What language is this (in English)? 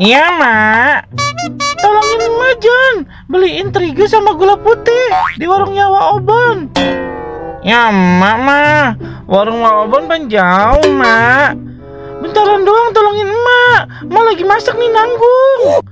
Betawi